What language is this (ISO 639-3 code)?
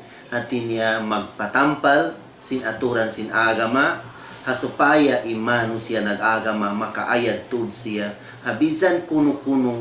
tsg